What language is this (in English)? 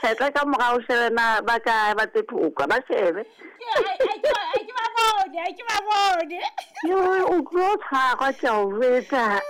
Southern Sotho